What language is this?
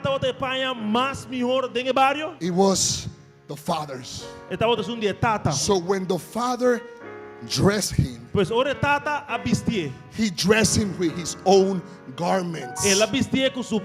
Papiamento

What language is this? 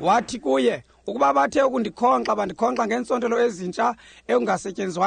Xhosa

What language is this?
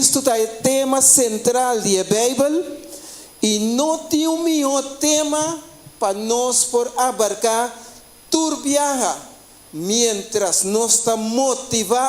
Papiamento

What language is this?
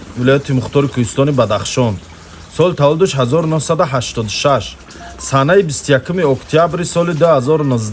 Tajik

